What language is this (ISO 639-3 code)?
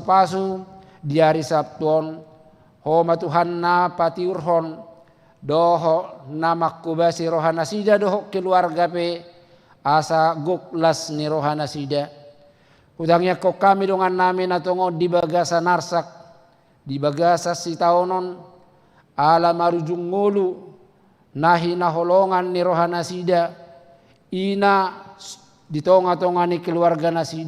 bbc